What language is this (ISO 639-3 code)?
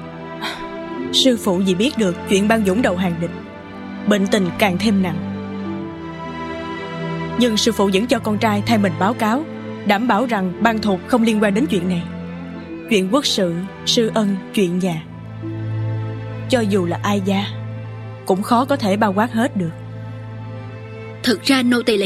vie